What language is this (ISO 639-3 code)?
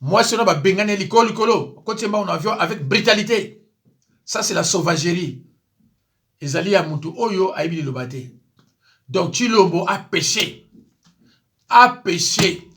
lin